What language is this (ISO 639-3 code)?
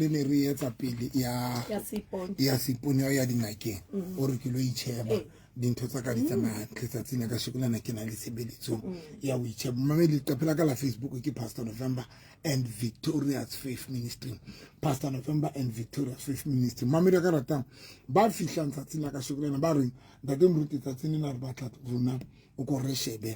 sot